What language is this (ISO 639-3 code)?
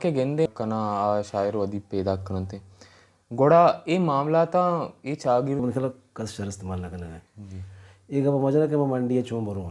bal